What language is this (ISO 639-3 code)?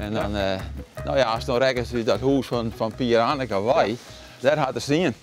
fry